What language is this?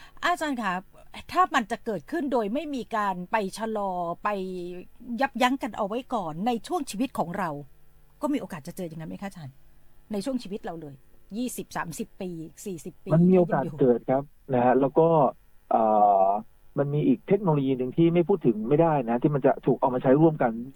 Thai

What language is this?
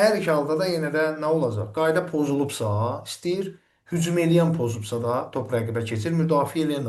Azerbaijani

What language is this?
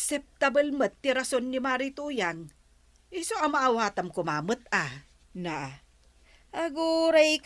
Iloko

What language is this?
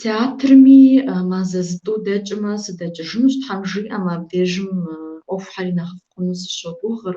Kabardian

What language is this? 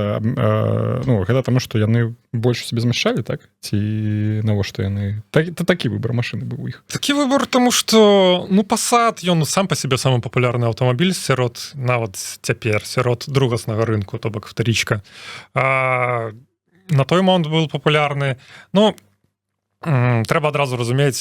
Belarusian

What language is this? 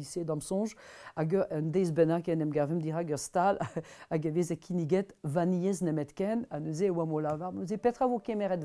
Breton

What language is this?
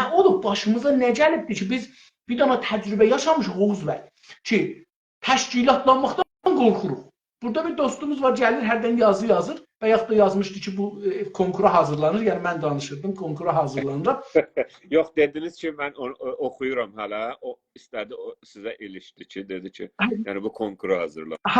South Azerbaijani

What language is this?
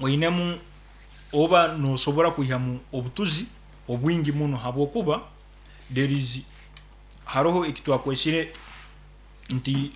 Nyankole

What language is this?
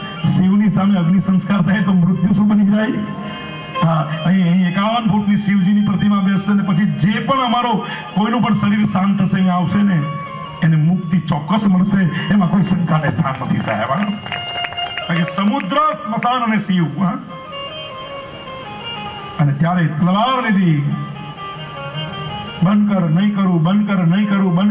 Gujarati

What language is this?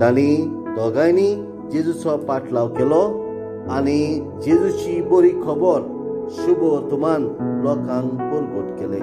Konkani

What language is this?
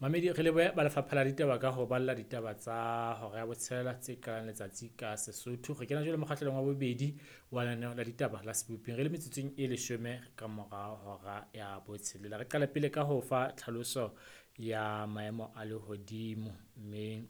Southern Sotho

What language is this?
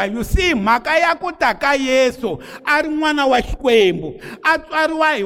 Tsonga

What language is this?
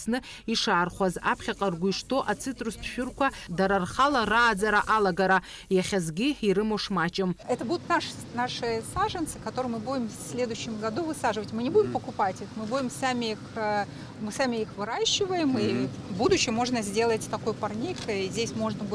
Abkhazian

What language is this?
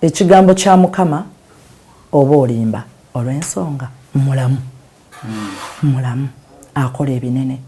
Ganda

